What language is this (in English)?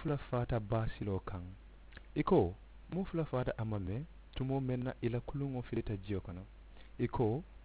Mandingo